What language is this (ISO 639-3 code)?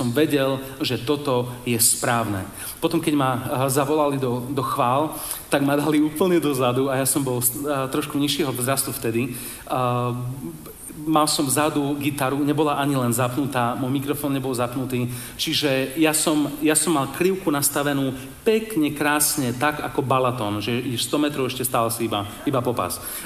slk